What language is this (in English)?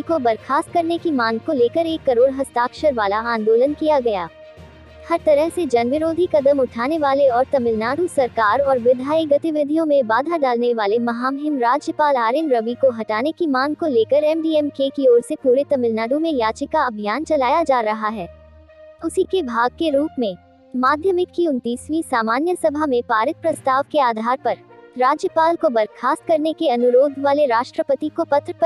Hindi